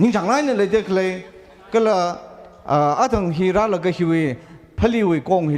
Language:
Tangkhul Naga (India)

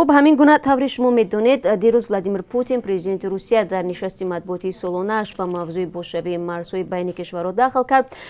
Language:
Tajik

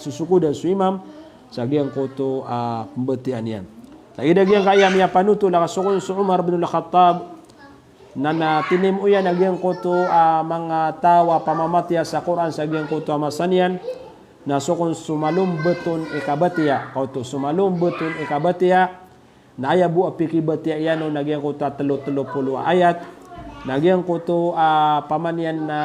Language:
Maranao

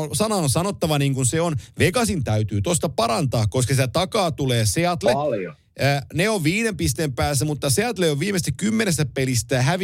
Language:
Finnish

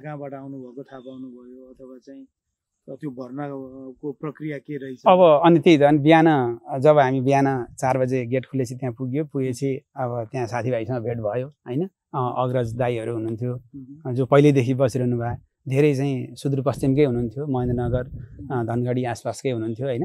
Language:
Nepali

